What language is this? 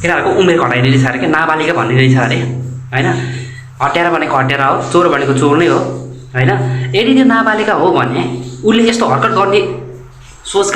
Nepali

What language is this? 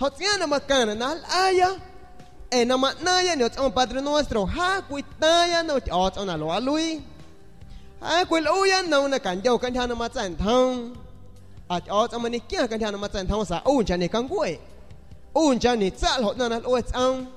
San Pedro Amuzgos Amuzgo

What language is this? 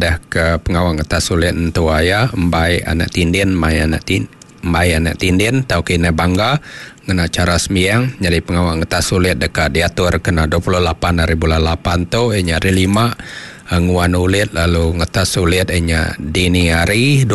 Iban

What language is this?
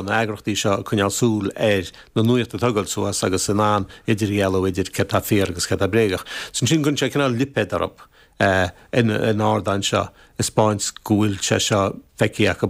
Irish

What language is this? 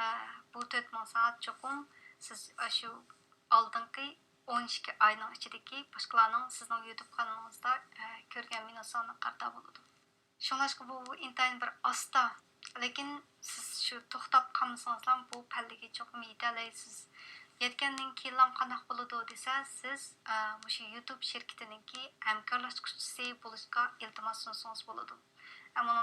Uyghur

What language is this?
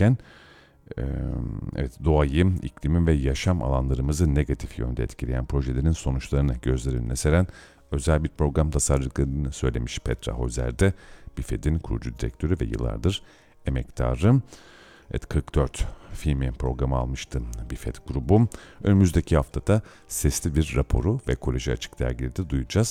Turkish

